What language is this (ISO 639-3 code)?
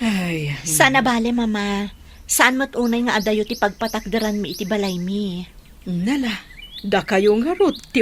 ilo